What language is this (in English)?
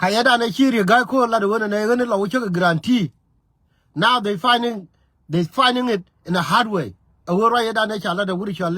Nuer